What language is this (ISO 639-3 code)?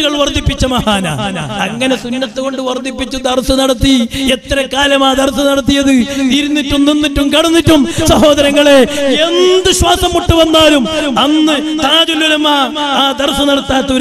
mal